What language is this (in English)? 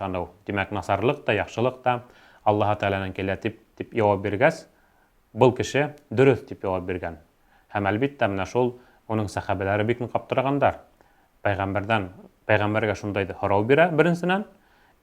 Bashkir